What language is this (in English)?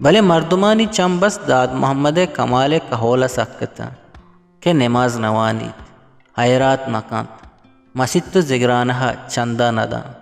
Eastern Balochi